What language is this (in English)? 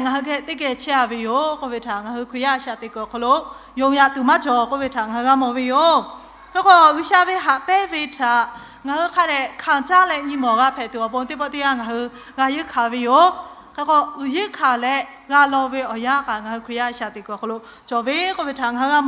Lahu